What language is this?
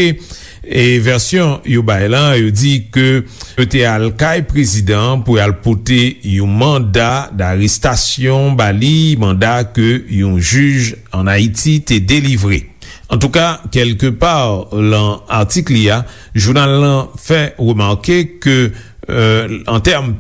Haitian Creole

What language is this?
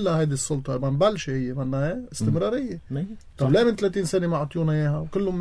North Levantine Arabic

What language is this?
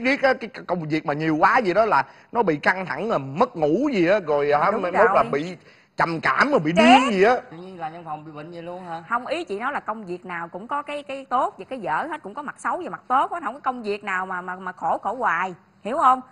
Vietnamese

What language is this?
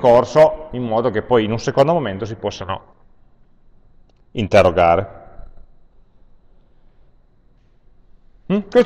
Italian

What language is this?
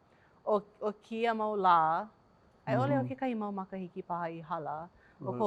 Hawaiian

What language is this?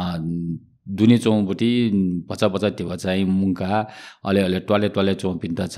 Newari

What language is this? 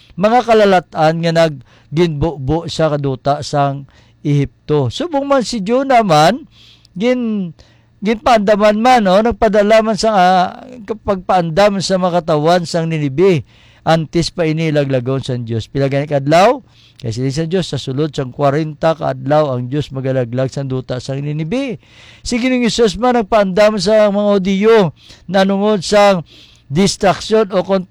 Hiligaynon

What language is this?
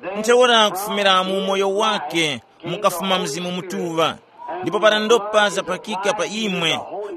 Tumbuka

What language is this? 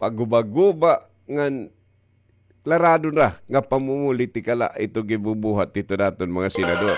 Waray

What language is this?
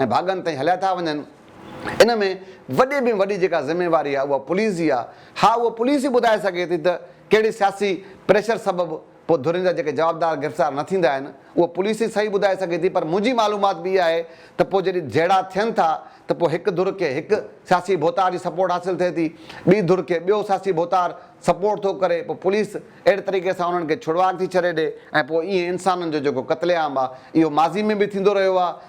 Sindhi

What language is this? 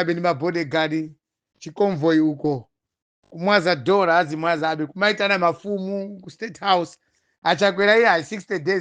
Nyanja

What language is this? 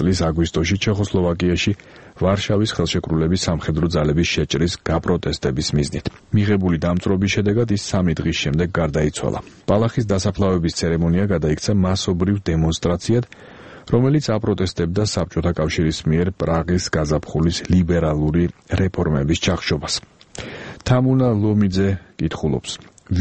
Georgian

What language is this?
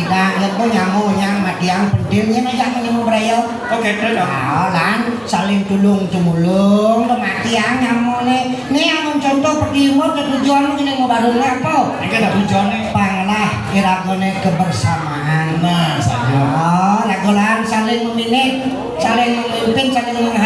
Balinese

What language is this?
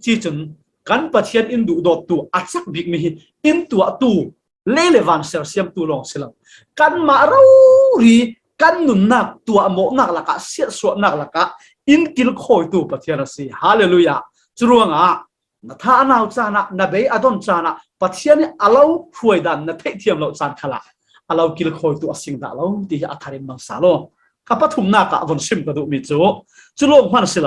Falam Chin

